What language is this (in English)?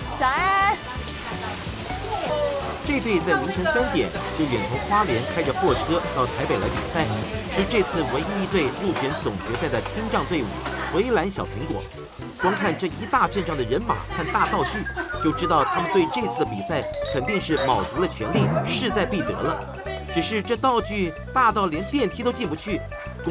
Chinese